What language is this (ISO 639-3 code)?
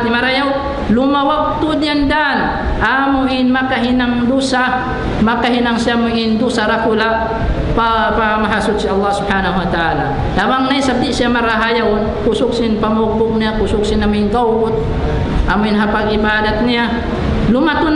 tsg